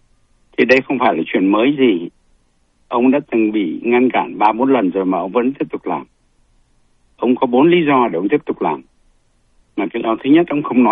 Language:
Vietnamese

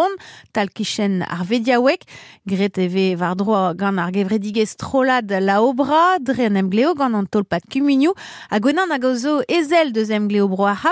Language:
Breton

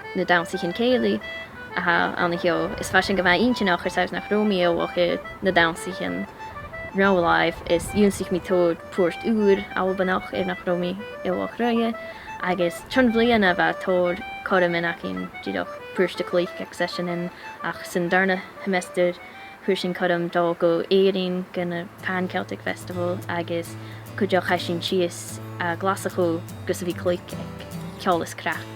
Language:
Scottish Gaelic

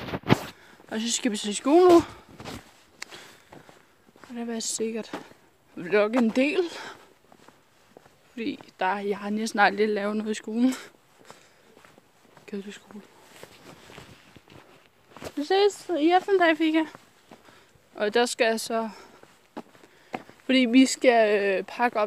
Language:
Danish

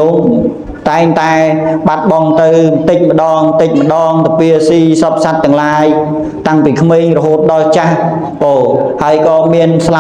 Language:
Khmer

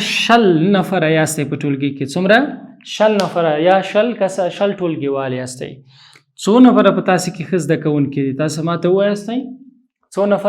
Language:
Pashto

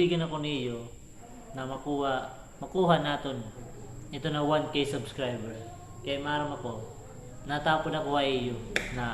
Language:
Waray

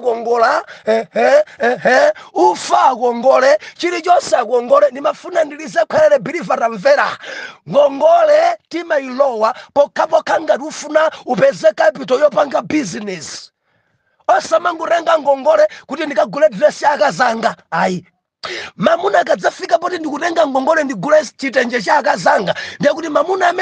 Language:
Nyanja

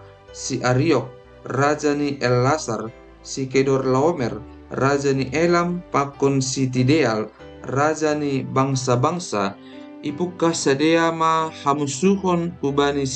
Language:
Batak Simalungun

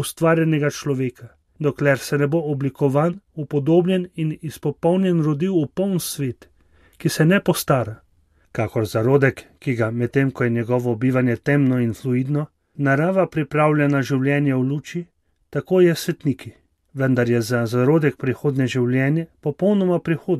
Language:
Slovenian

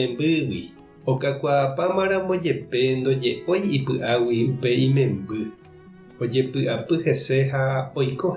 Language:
Guarani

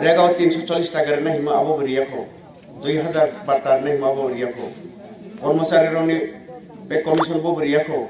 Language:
Kok Borok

